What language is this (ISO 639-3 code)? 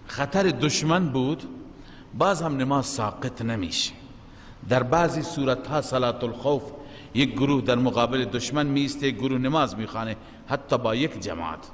fas